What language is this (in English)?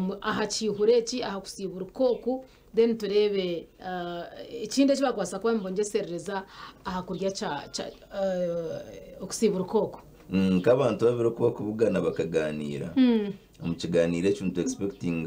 Nyankole